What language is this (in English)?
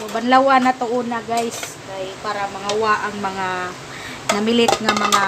Cebuano